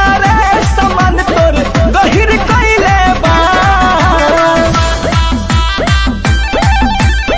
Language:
Bhojpuri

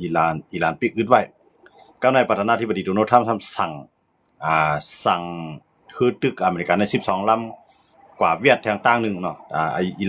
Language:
Shan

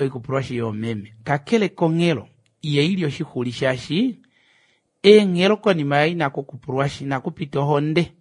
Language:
Kuanyama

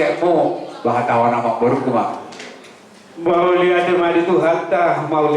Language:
Batak Toba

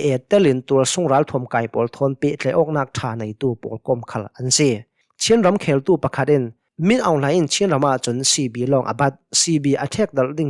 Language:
Hakha Chin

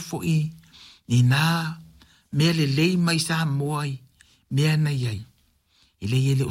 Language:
Samoan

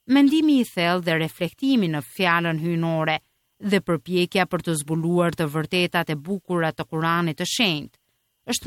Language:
Albanian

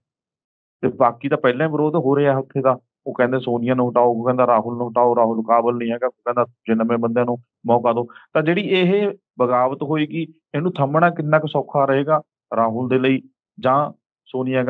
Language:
Punjabi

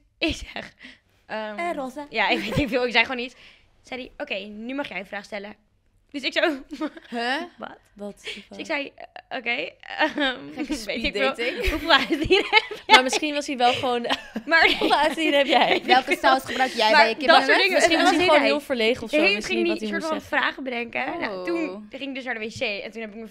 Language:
Dutch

